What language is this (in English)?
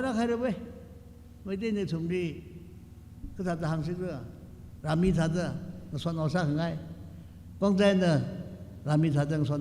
Tangkhul Naga (India)